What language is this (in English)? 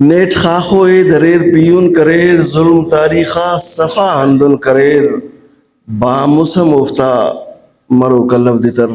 Brahui